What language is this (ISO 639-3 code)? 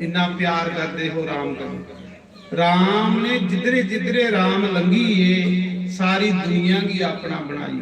doi